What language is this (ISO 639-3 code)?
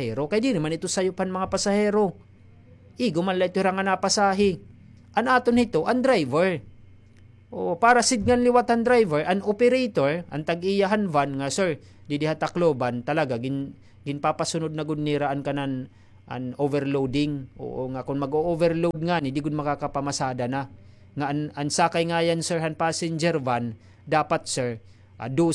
war